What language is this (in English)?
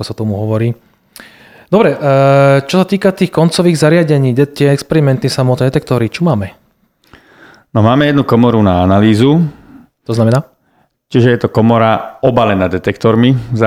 Slovak